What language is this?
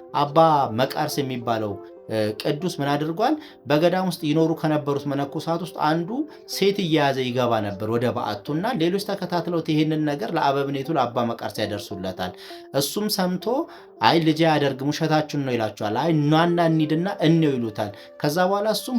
Amharic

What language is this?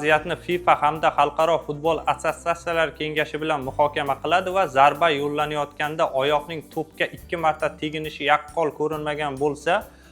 Uzbek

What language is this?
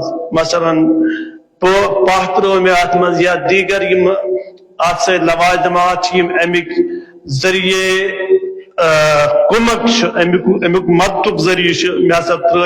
Kashmiri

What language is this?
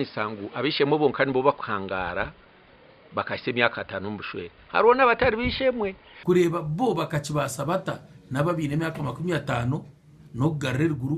Nyankole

